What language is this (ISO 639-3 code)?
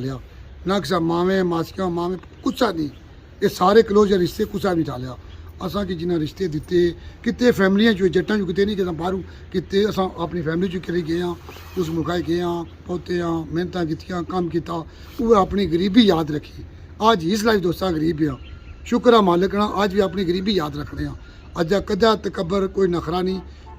phr